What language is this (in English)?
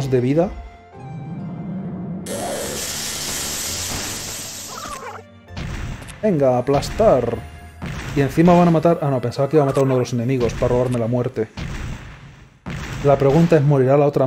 Spanish